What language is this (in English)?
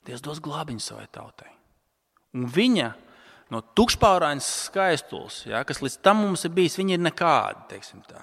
Latvian